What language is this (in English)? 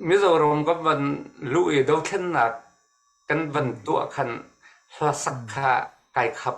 Hakha Chin